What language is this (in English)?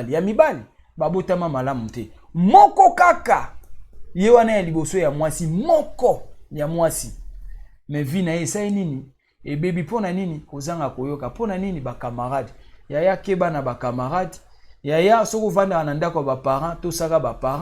Lingala